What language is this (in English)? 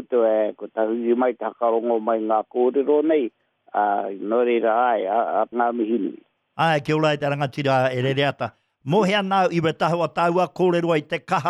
Māori